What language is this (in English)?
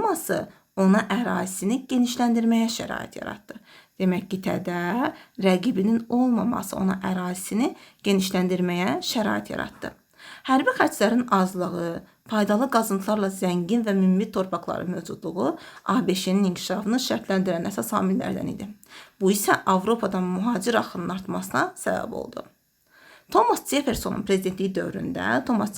Azerbaijani